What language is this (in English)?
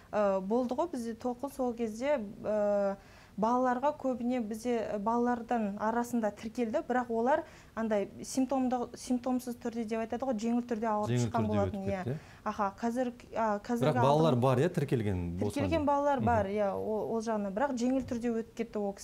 Kazakh